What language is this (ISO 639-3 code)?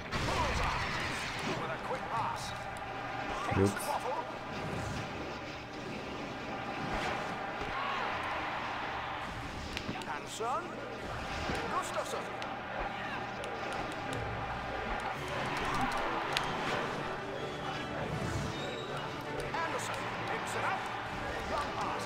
nld